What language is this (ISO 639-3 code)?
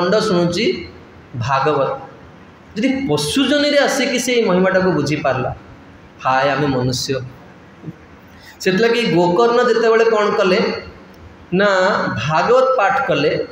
ori